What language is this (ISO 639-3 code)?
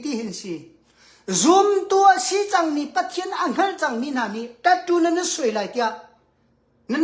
cnh